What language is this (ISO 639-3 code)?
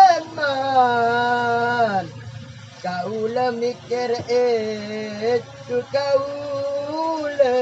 mad